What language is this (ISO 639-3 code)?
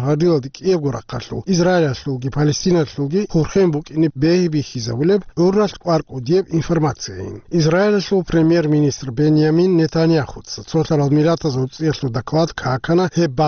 ava